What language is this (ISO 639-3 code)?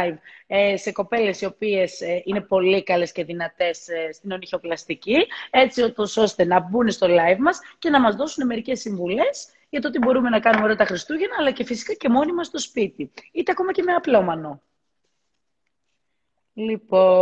ell